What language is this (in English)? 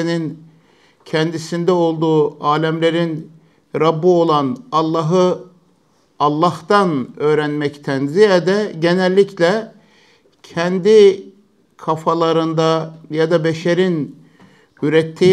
Turkish